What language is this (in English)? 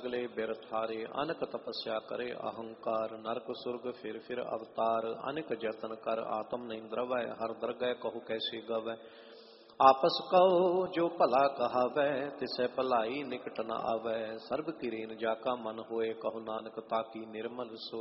Punjabi